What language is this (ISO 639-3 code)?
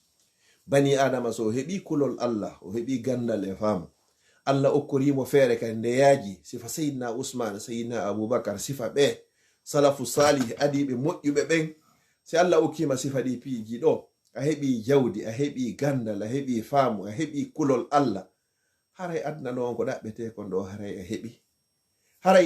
ful